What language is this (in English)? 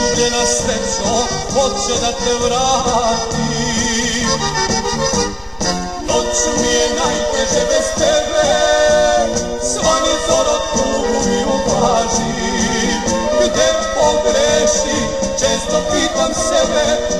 Serbian